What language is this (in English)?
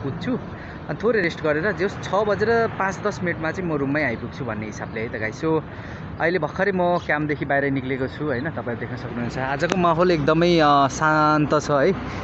Nepali